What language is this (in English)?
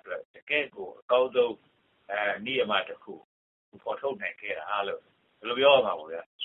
Burmese